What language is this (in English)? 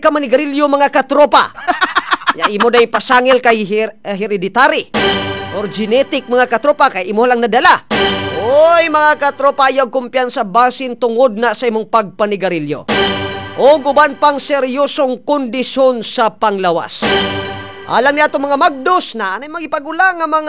Cebuano